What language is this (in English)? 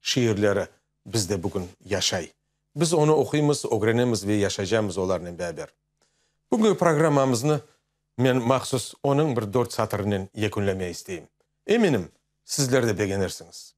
Crimean Tatar